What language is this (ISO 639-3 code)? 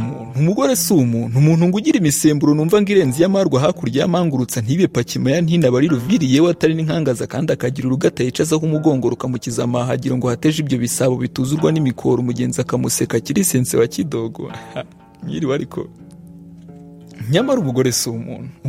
kin